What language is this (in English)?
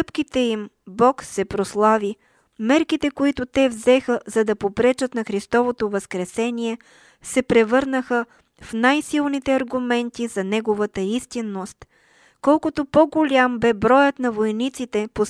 Bulgarian